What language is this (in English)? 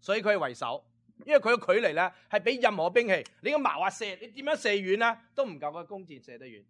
Cantonese